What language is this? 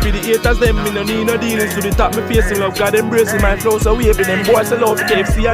Jamaican Creole English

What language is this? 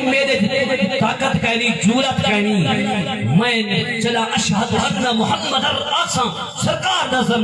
Saraiki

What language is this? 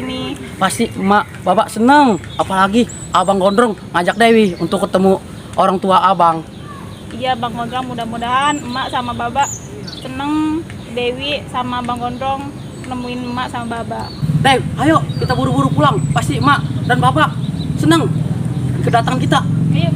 Betawi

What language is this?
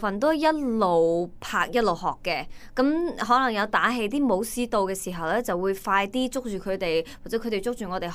Cantonese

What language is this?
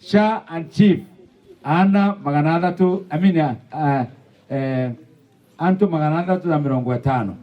Meru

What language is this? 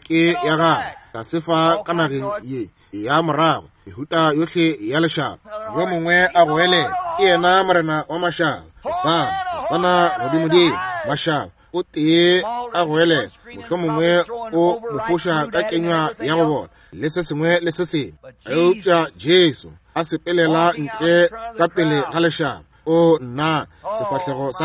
Northern Sotho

